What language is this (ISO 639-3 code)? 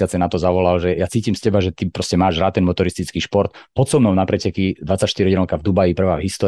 slk